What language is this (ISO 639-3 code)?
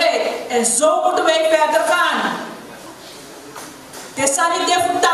nld